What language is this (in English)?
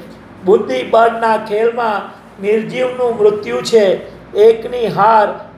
Gujarati